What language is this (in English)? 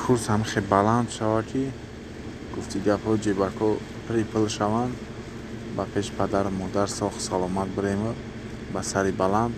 Tajik